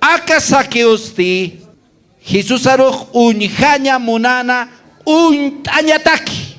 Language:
Aymara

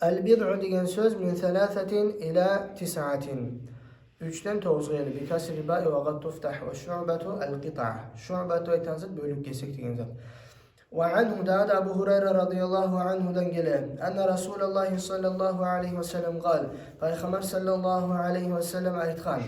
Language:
Kumyk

